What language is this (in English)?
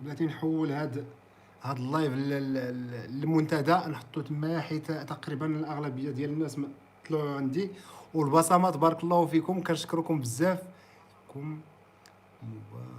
Moroccan Arabic